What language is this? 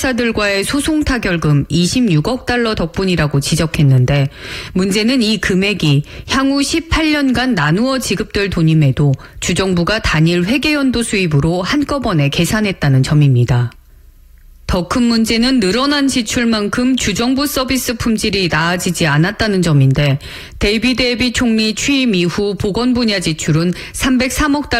Korean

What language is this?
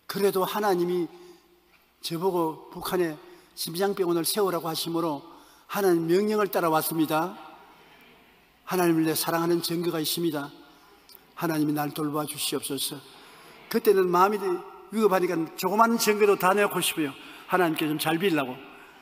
Korean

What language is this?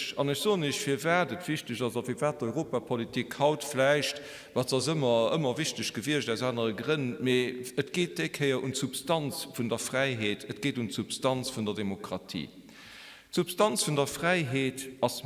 Luxembourgish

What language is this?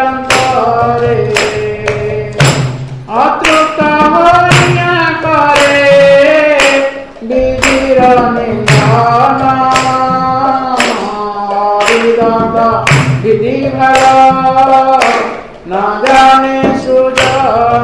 Odia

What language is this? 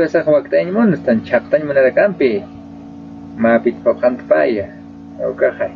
Aymara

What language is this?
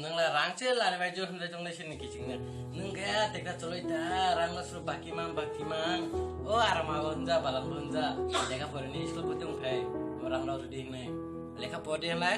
Kok Borok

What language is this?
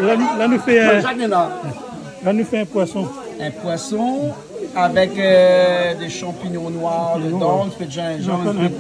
Réunion Creole French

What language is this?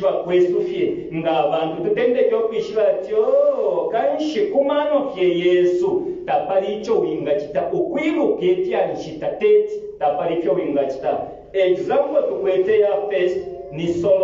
Bemba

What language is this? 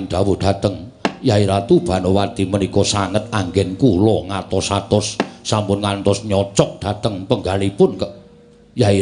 Javanese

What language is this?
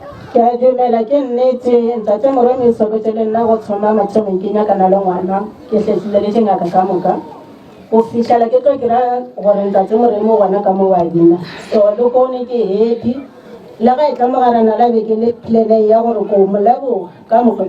Northern Sotho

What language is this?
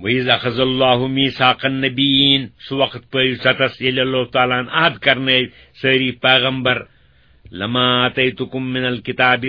Kashmiri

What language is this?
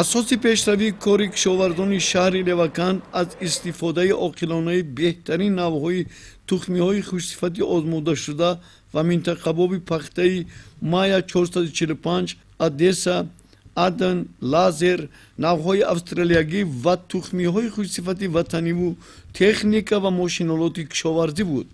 Tajik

